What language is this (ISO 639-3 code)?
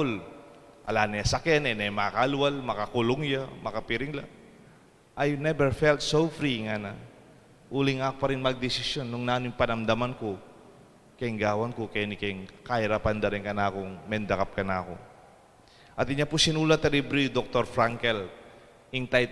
pam